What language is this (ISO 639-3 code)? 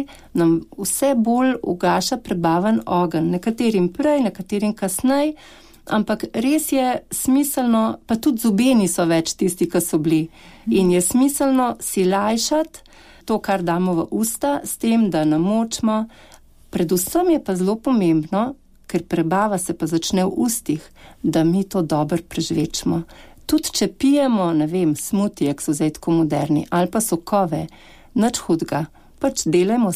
slv